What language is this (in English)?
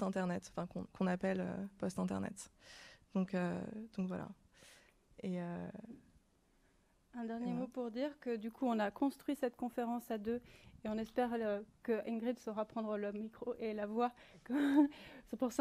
French